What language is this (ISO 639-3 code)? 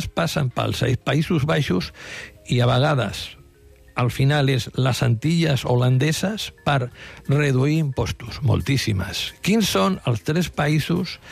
cat